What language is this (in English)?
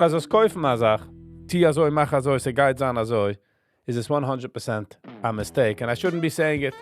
Yiddish